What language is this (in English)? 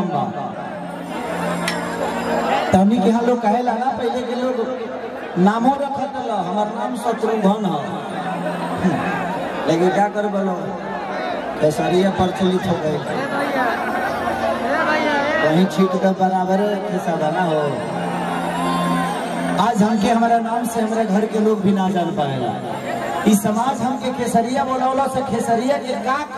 Bhojpuri